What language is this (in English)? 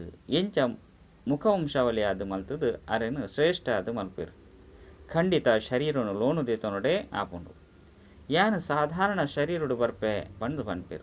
Tulu